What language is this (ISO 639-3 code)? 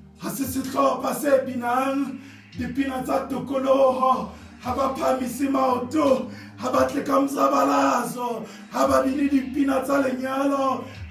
sot